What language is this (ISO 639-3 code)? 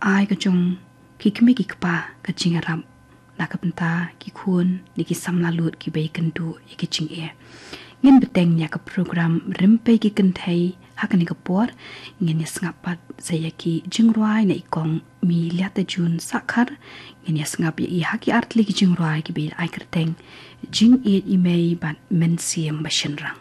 kha